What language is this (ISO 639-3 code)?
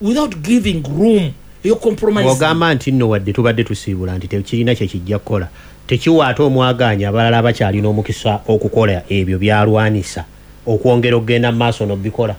lug